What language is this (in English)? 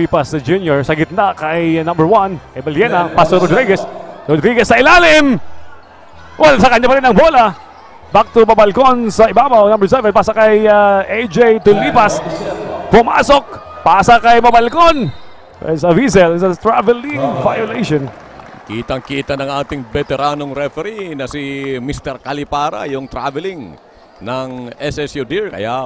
Filipino